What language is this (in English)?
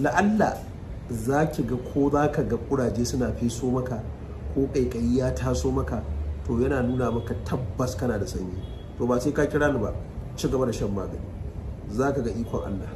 Hausa